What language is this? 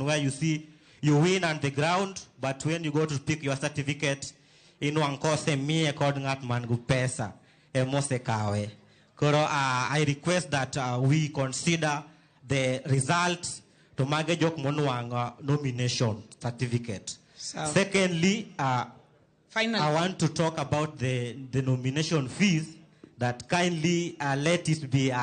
Luo (Kenya and Tanzania)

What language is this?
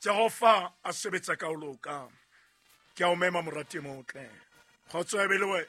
Southern Sotho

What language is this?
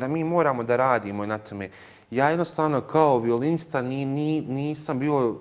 Bosnian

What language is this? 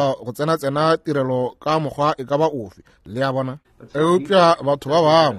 Northern Sotho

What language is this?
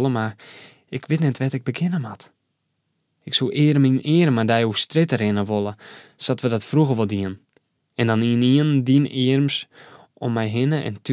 Western Frisian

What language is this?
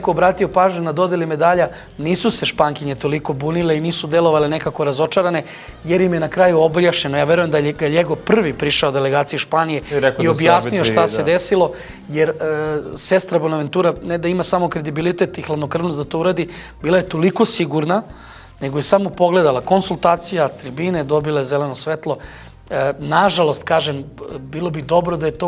Serbian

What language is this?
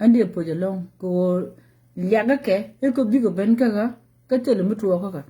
Nuer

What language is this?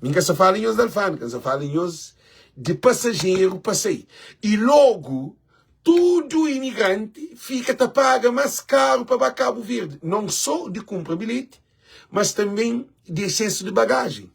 Kabuverdianu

